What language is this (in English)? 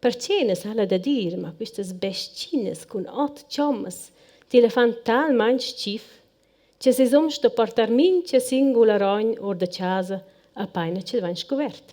Romansh